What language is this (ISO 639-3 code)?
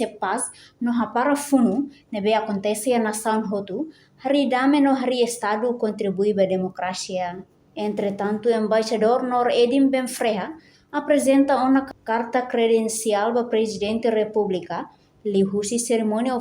tet